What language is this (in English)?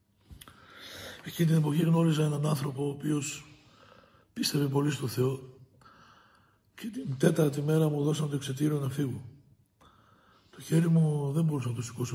Greek